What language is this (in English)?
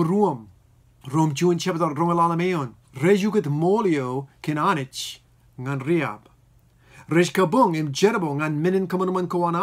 Marshallese